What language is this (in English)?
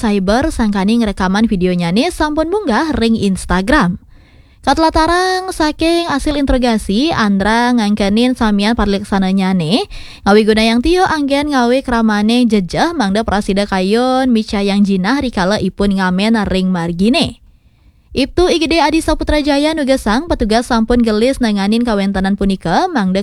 Balinese